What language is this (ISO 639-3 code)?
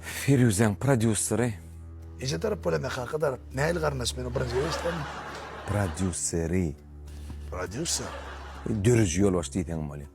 tuk